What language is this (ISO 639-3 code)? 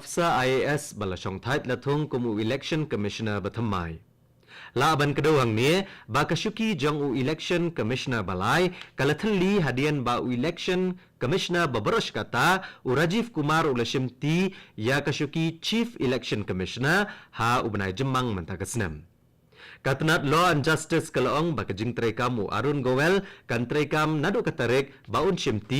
kha